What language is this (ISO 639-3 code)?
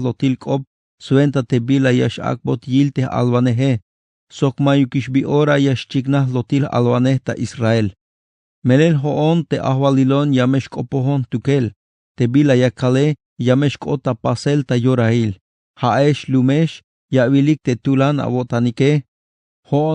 tzh